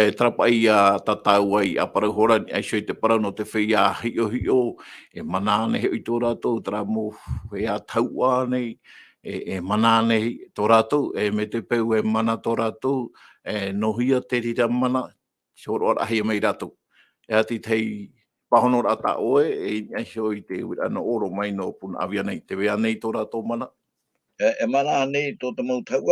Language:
Tahitian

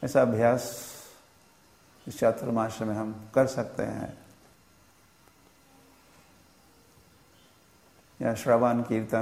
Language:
Hindi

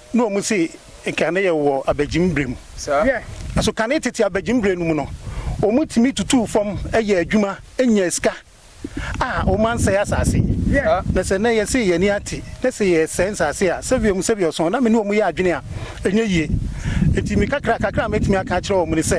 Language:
Akan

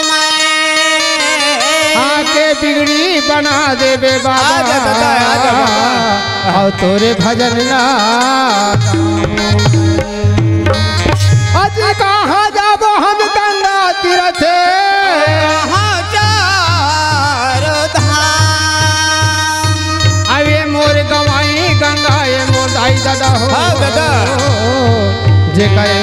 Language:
Chhattisgarhi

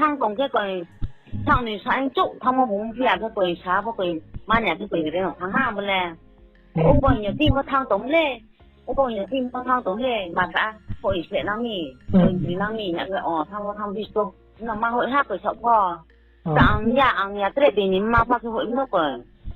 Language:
Riang (India)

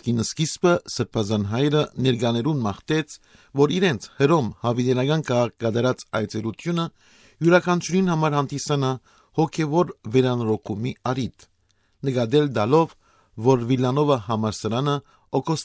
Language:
Western Armenian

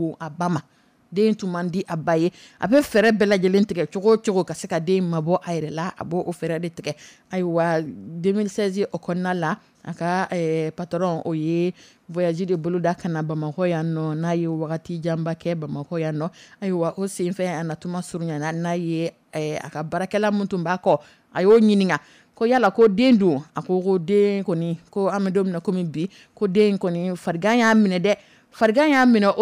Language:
Dyula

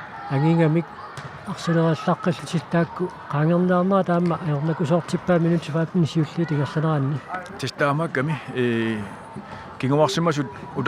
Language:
Kalaallisut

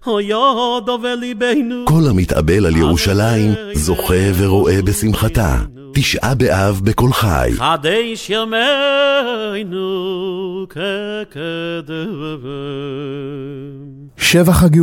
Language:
Hebrew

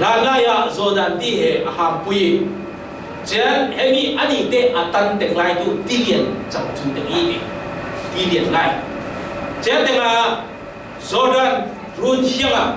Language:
Falam Chin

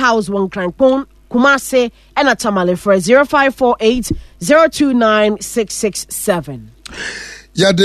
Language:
Akan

